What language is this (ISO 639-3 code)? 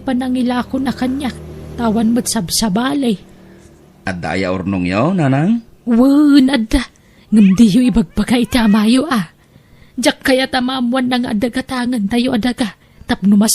ilo